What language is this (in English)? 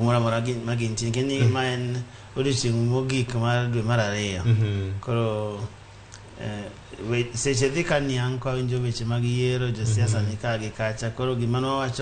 Luo (Kenya and Tanzania)